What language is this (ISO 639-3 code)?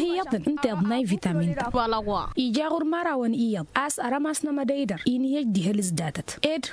taq